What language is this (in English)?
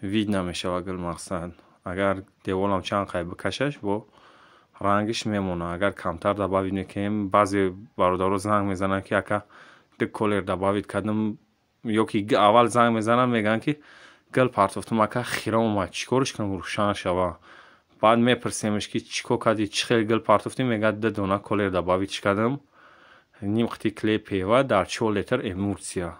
Tajik